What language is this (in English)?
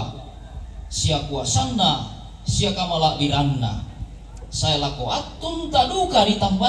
Toraja-Sa'dan